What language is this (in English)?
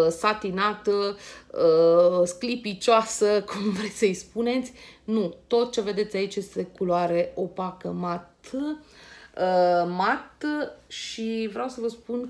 Romanian